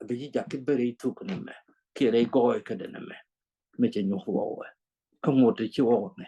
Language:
Nuer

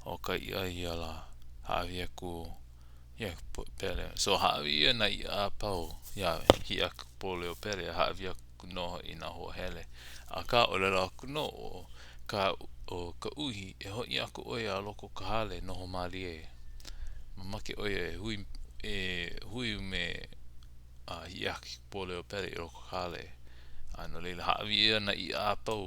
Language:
Hawaiian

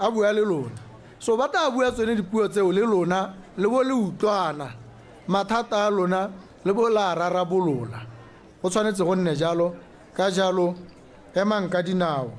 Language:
Tswana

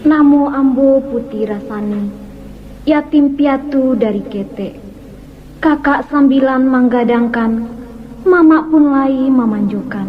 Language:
Minangkabau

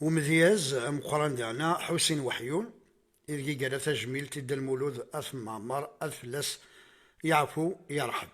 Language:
Kabyle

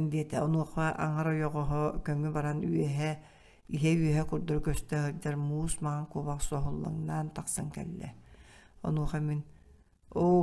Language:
Yakut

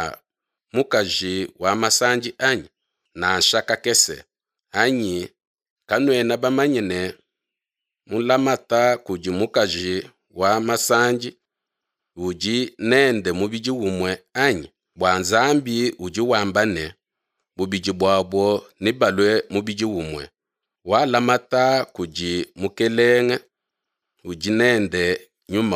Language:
Luba-Lulua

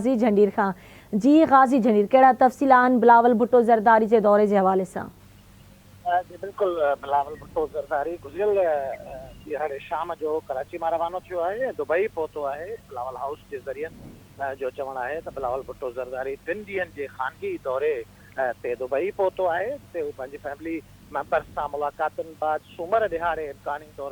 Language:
Sindhi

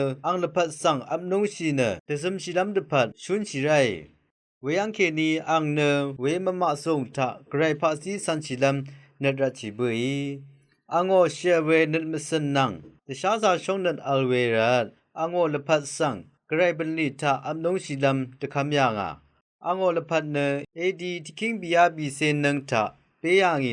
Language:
Rawang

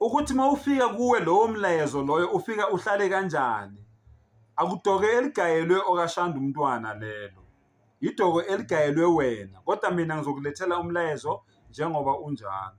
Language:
Zulu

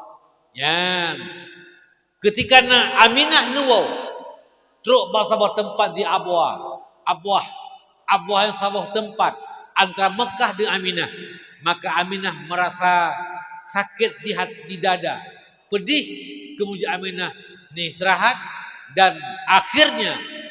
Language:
Achinese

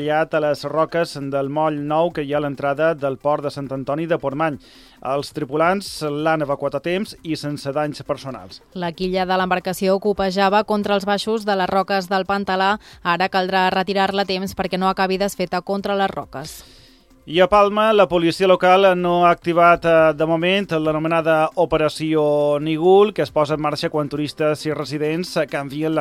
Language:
Catalan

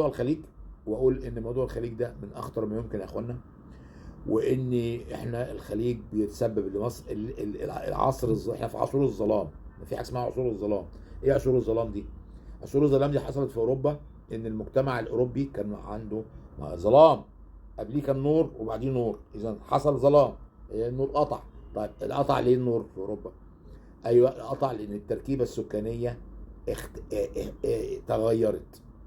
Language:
Egyptian Arabic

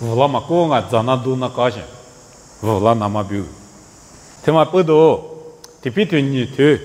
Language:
Lisu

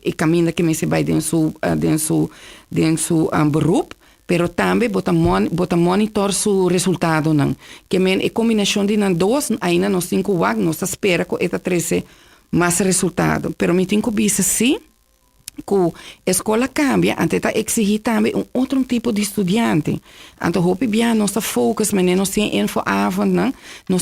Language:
Papiamento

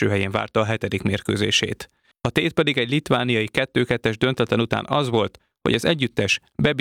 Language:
Hungarian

